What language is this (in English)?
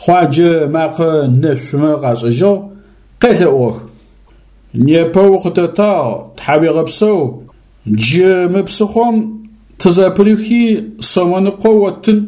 Adyghe